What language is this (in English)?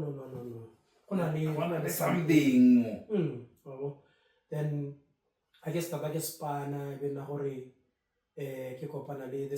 Tswana